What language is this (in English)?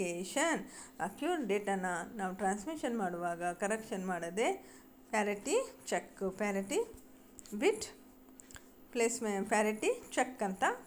Kannada